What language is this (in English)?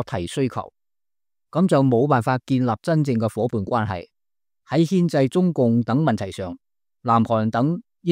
Cantonese